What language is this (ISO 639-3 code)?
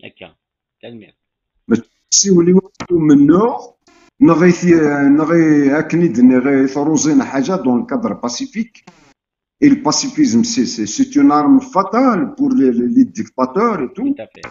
kab